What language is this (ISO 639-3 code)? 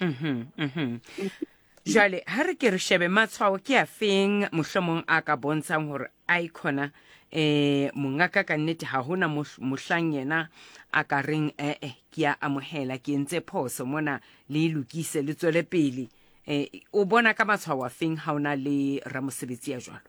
sot